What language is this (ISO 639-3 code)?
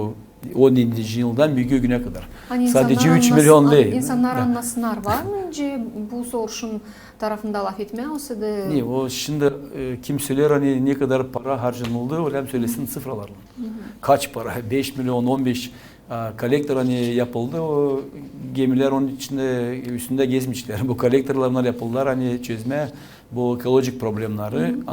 gag